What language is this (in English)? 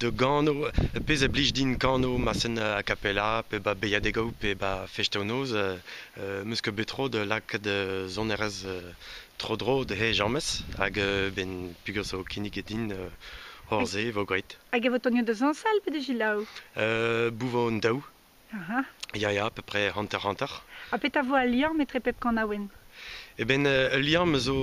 Breton